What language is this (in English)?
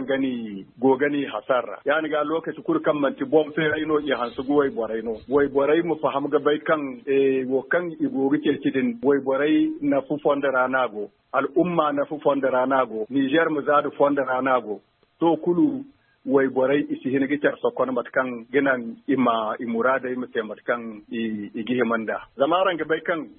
Zarma